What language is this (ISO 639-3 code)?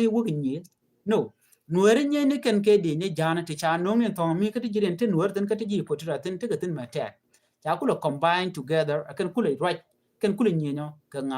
nus